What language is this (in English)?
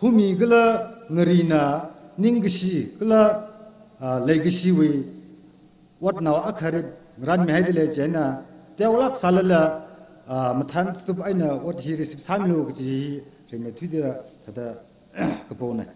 Tangkhul Naga (India)